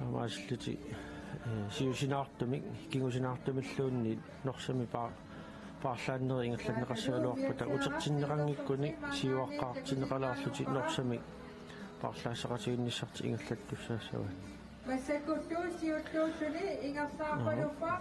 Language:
Kalaallisut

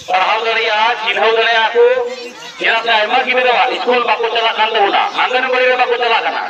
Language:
Santali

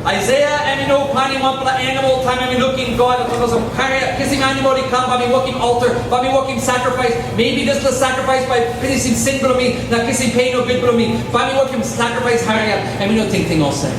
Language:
Tok Pisin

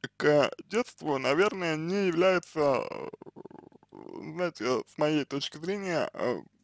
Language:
Russian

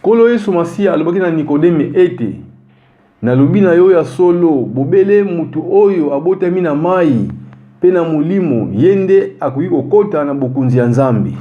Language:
Lingala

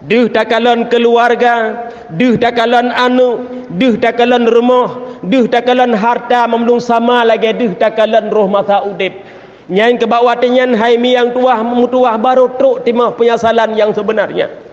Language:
Achinese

